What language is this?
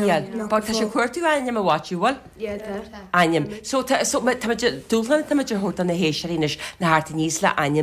Irish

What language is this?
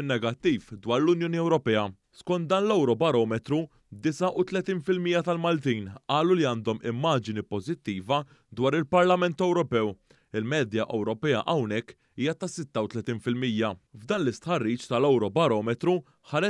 Maltese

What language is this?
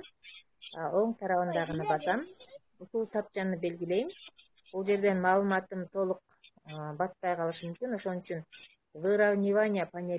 Kyrgyz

